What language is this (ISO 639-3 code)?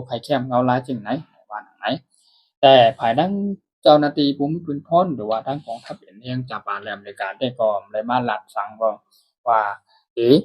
shn